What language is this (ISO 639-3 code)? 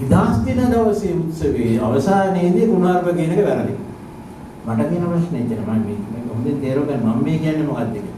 sin